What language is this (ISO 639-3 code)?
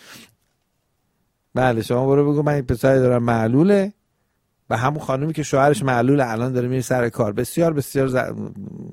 fas